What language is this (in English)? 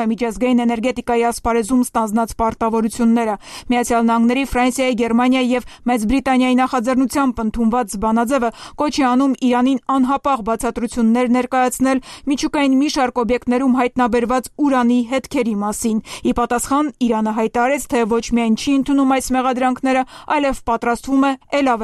Armenian